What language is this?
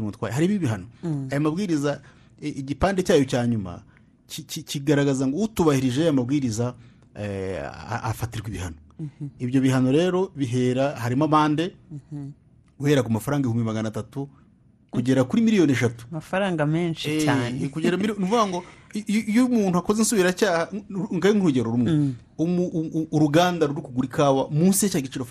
Kinyarwanda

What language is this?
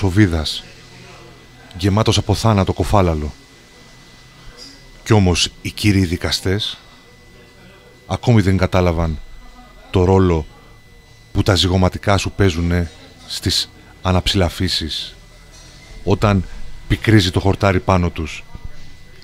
Greek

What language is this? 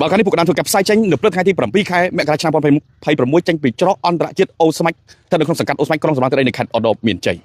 Khmer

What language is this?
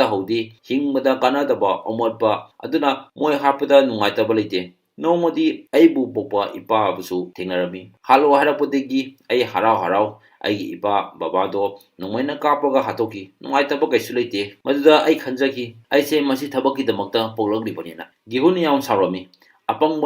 Manipuri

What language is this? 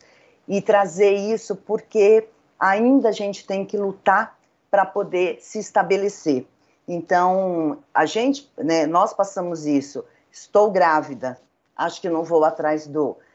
Portuguese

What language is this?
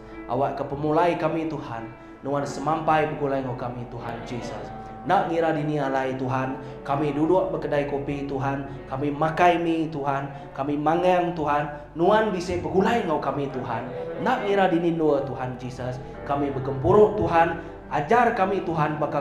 Iban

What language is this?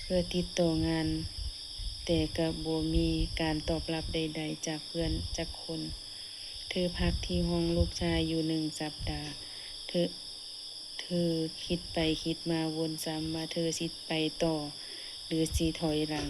Lao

